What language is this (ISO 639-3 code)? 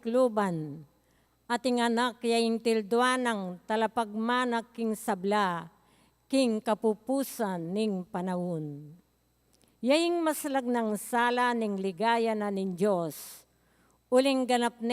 pam